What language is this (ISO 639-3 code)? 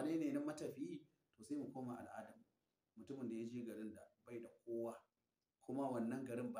hau